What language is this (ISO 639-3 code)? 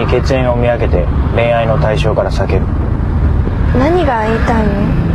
jpn